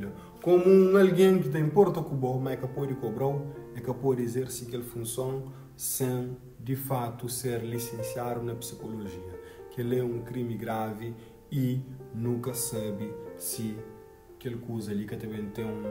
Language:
Kabuverdianu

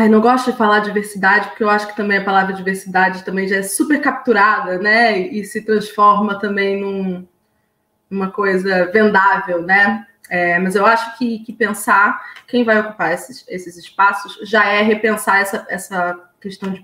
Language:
Portuguese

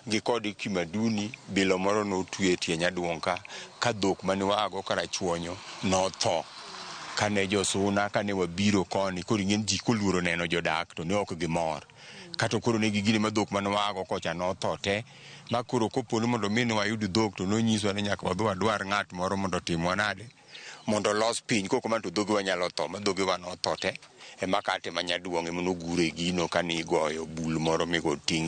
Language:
Luo (Kenya and Tanzania)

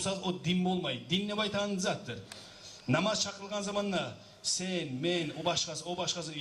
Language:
Kumyk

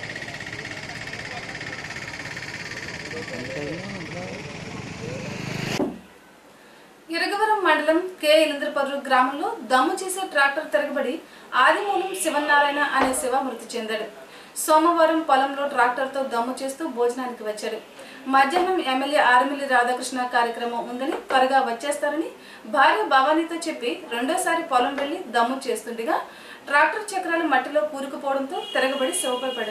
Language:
Telugu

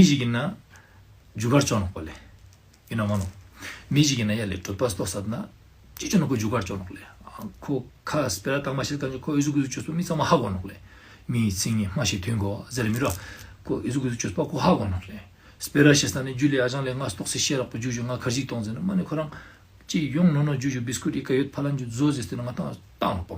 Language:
Ladakhi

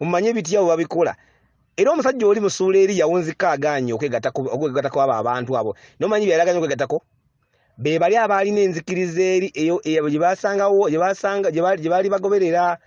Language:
Ganda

